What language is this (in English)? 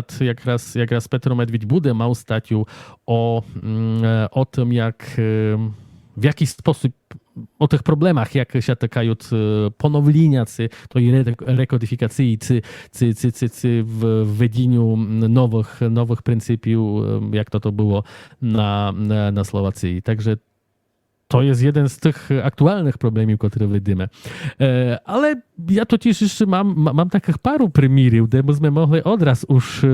Rusyn